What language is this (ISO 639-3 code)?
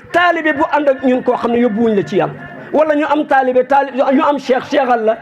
wol